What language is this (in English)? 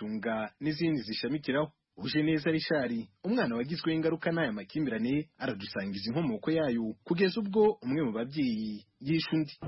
Kinyarwanda